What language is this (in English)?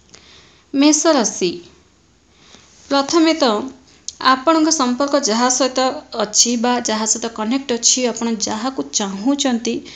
Odia